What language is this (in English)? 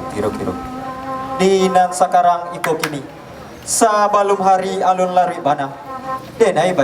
Minangkabau